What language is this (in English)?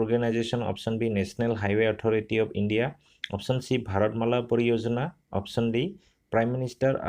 Assamese